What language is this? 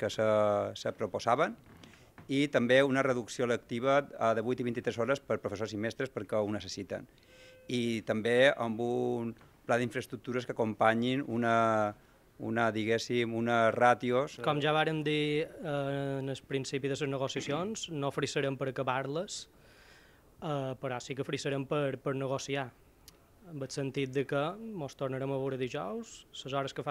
Catalan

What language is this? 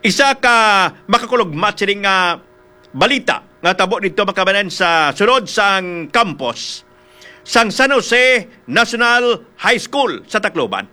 Hiligaynon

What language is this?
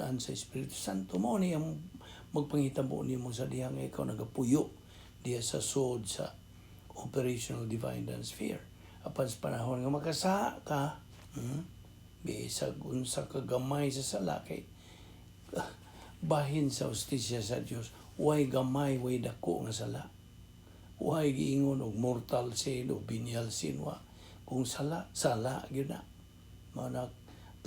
Cebuano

